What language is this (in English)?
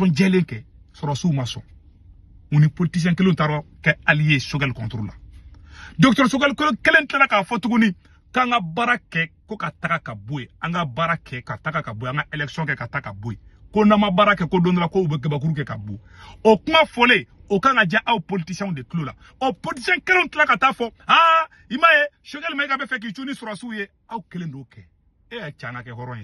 Bambara